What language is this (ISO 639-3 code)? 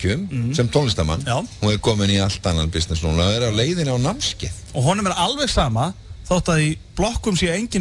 isl